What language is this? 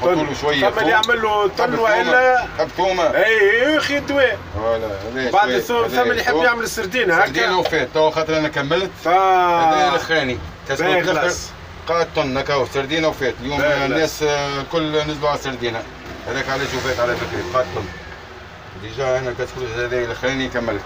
Tunisian Arabic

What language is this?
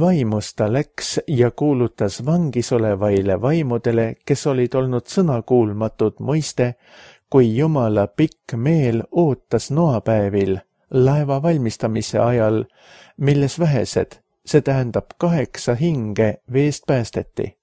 Estonian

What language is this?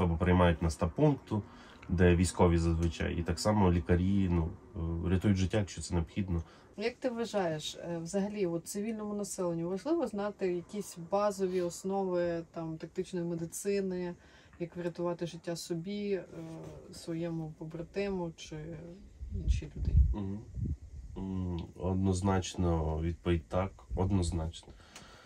Ukrainian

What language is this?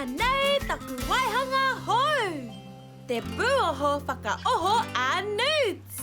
Māori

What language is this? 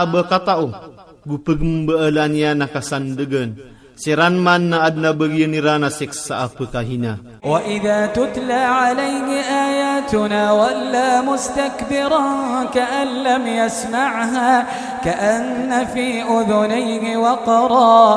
Maranao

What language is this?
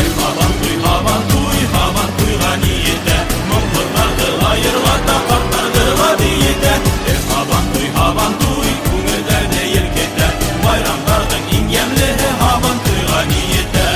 Bashkir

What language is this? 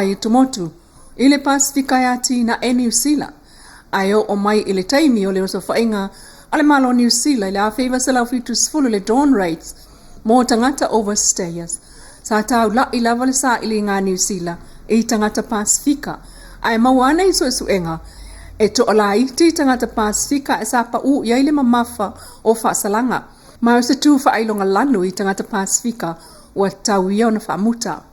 Samoan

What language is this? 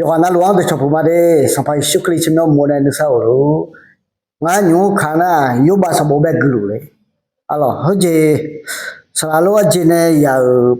Akha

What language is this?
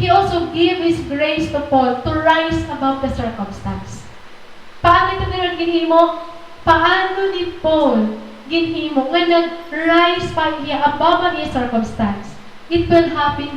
Waray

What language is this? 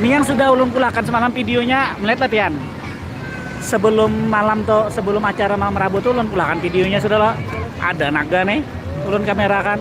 Banjar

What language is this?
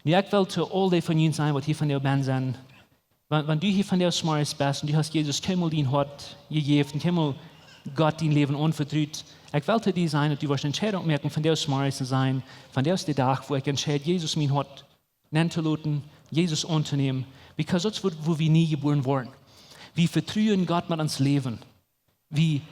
Plautdietsch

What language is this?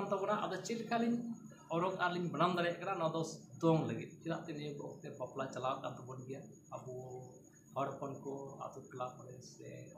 Santali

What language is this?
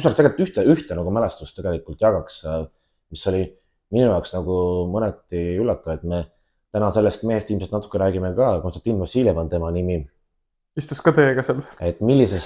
Estonian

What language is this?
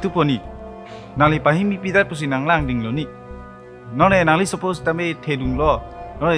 Karbi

